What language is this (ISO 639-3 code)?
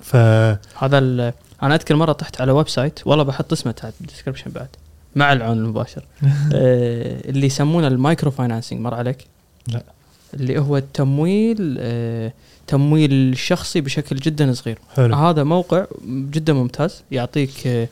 afb